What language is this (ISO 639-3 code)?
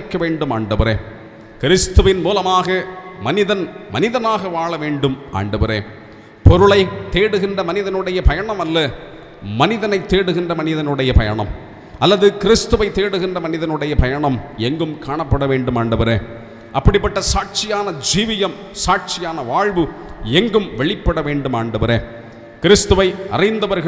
tam